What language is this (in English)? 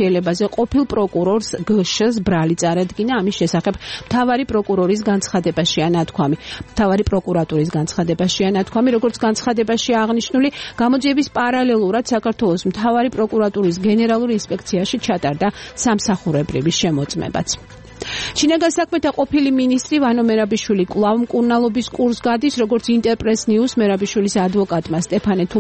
Georgian